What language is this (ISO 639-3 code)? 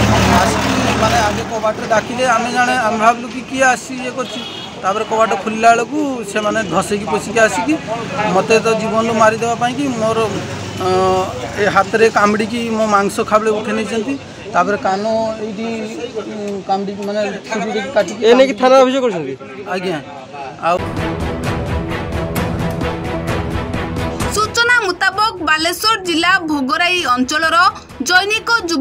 ori